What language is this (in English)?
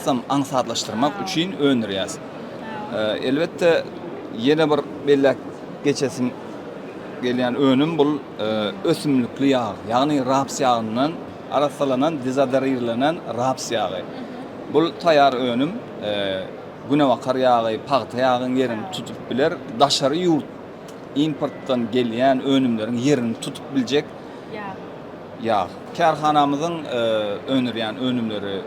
Turkmen